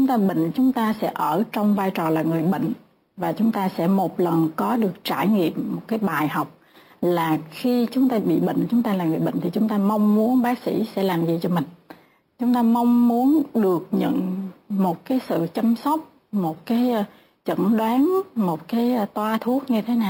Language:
Vietnamese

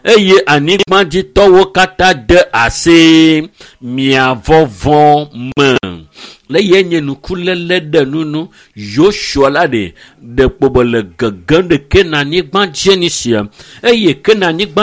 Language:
Ewe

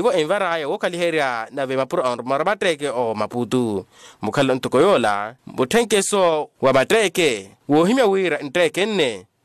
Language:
Makhuwa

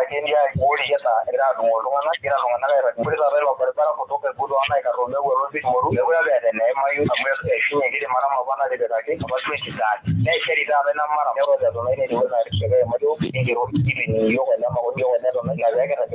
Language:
Masai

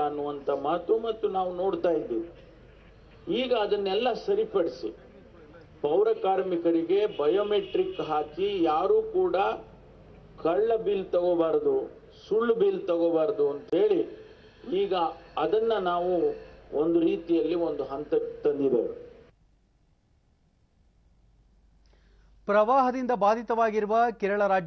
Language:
Kannada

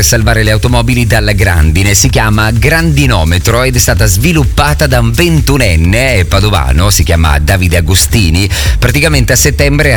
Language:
Italian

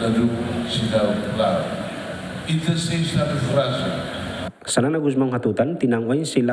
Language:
Tetum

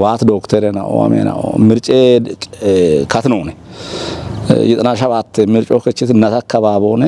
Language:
Kafa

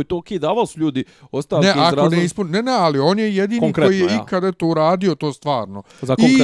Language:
Bosnian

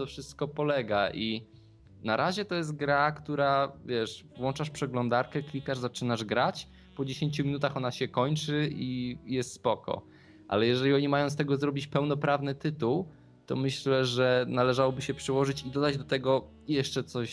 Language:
Polish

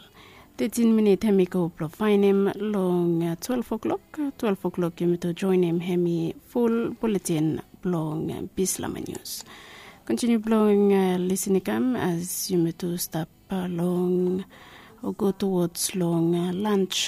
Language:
Bislama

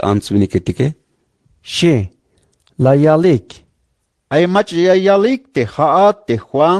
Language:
Tzeltal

